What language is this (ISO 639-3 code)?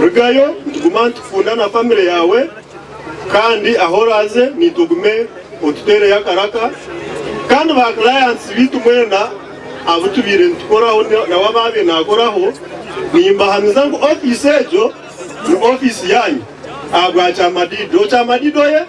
nyn